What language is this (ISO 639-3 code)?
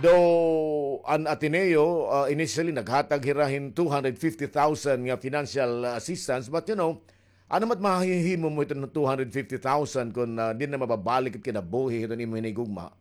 war